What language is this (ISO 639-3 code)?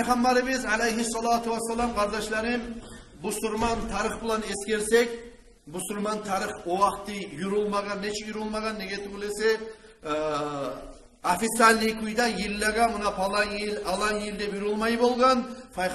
kum